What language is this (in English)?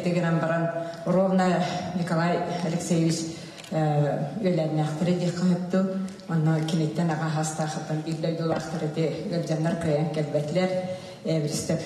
Yakut